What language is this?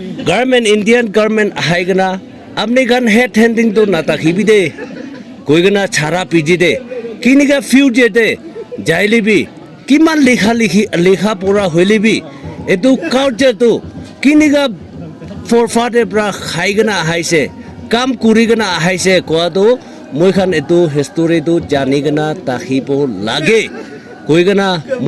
Naga Pidgin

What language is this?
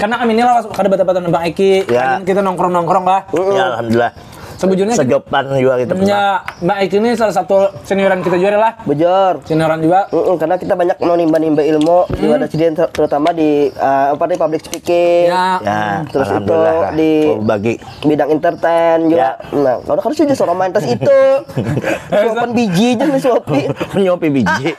Banjar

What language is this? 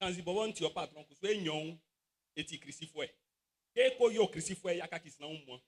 Baoulé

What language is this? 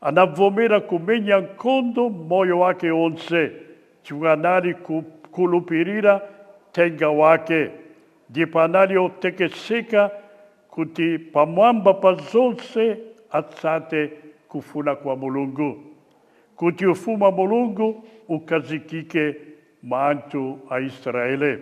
Nyanja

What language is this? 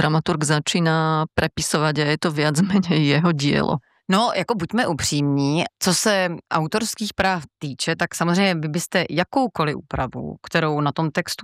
Czech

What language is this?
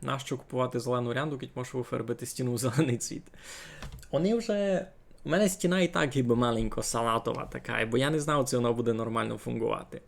Rusyn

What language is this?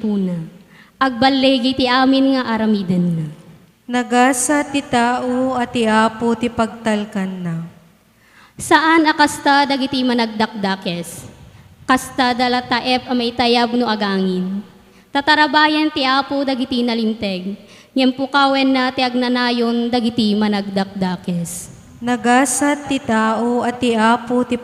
Iloko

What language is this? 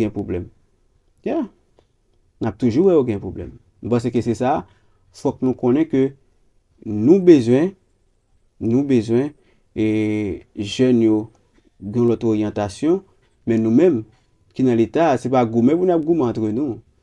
Haitian Creole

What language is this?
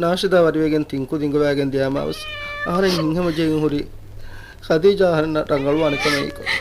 Divehi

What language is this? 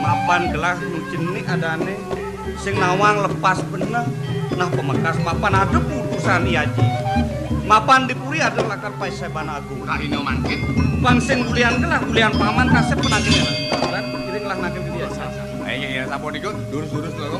Balinese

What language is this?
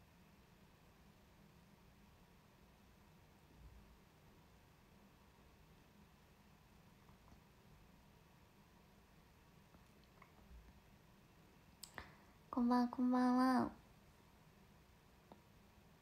Japanese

